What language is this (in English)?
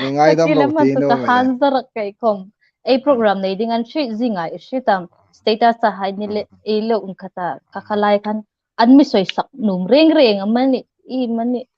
Hmar